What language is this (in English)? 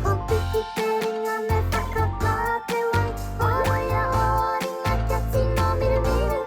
Māori